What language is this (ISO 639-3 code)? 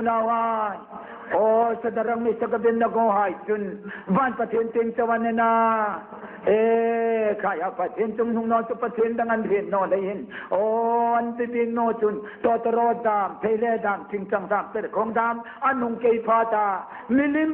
hmr